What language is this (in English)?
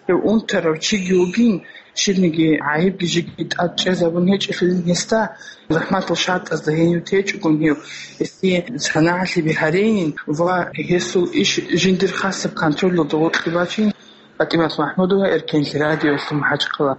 Avaric